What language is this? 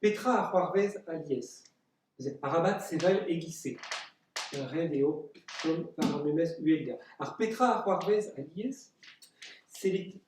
Breton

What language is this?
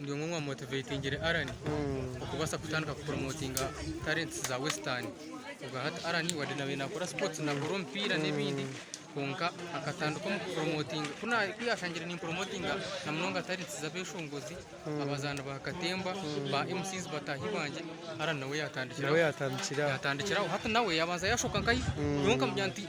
Nyankole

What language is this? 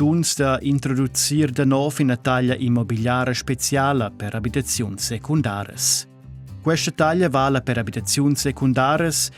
Romansh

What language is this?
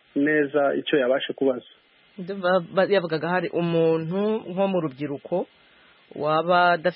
Kinyarwanda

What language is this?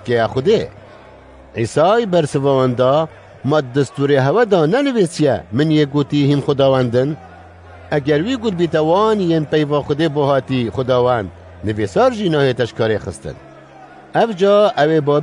Kurdish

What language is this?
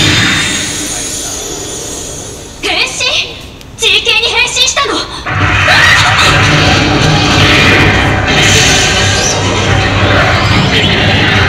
Japanese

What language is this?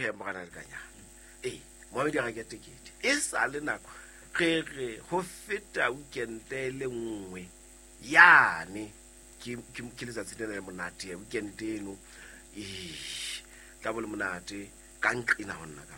Southern Sotho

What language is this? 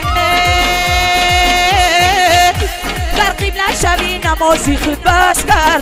Persian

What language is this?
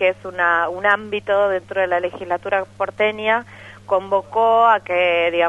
Spanish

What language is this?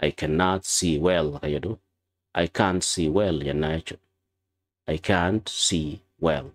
Oromo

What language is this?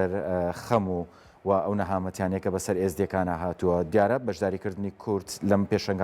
Central Kurdish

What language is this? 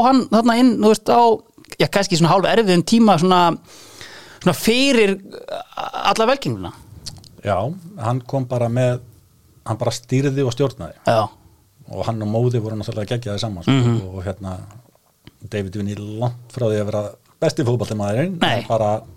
Icelandic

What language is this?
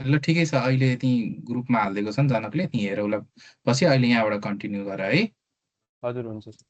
Nepali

